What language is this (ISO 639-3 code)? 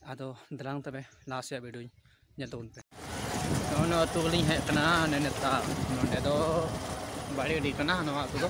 sat